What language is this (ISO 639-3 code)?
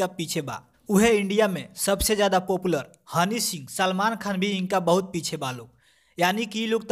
bho